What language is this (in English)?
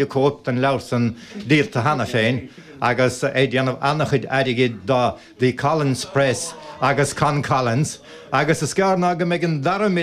Irish